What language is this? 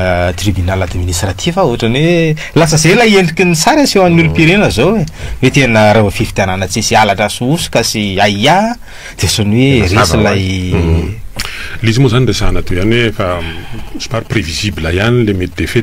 Malagasy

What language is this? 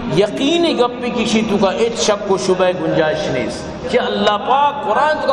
Baluchi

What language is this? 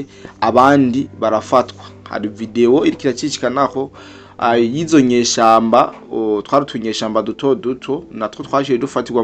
Rundi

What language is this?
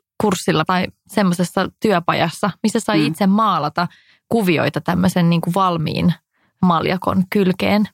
Finnish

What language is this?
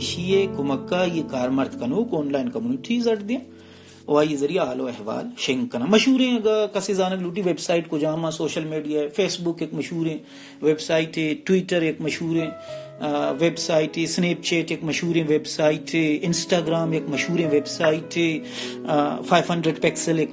Baluchi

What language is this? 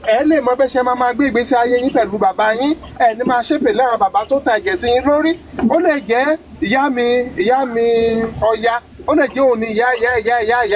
Yoruba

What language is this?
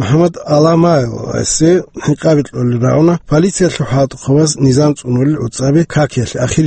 Avaric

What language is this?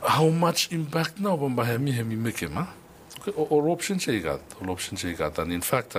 Bislama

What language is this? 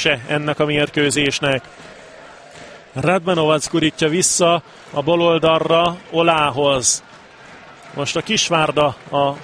Hungarian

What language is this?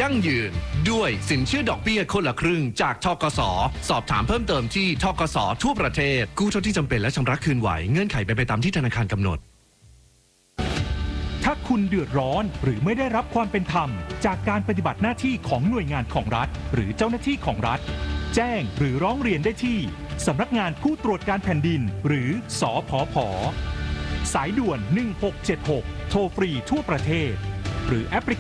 Thai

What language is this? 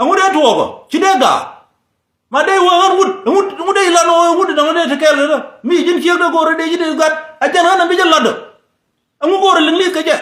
Nuer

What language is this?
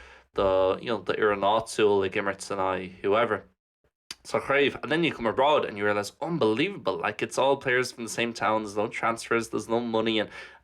Irish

